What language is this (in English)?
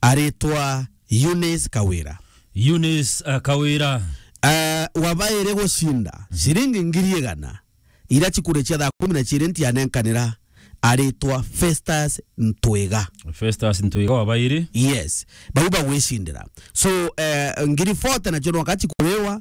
Meru